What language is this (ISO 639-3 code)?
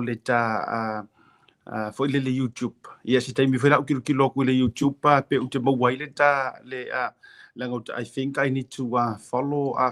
smo